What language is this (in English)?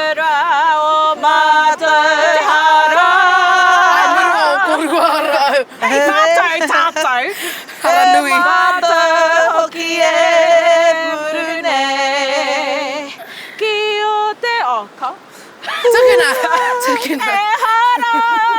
Māori